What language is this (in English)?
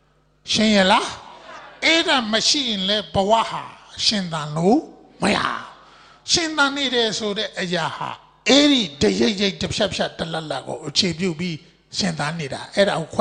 Burmese